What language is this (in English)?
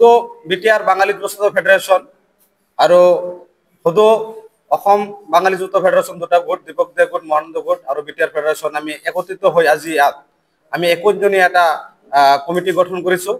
Assamese